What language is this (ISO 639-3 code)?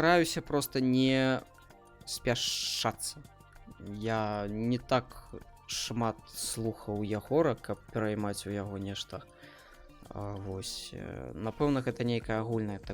bel